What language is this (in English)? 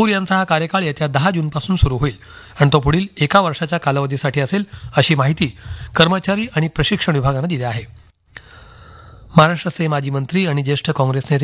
Marathi